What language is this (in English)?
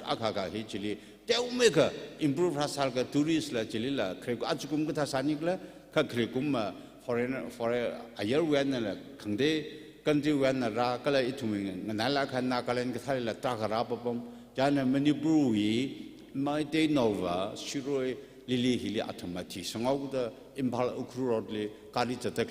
Tangkhul Naga (India)